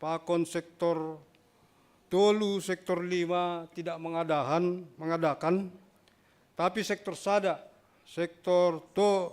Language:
Batak Simalungun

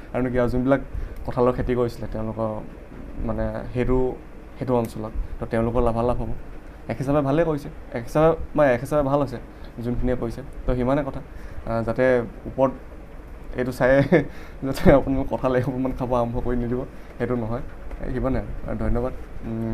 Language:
Assamese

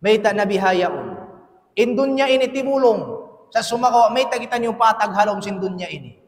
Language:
Tausug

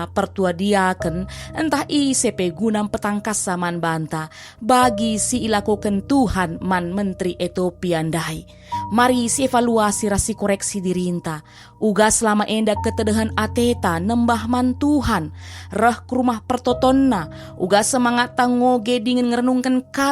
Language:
Batak Karo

